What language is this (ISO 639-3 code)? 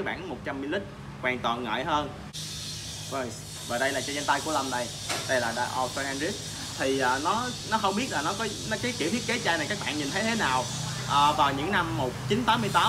vie